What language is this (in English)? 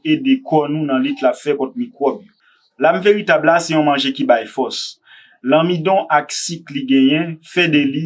Haitian Creole